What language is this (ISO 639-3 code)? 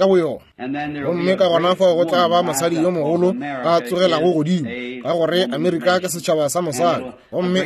nso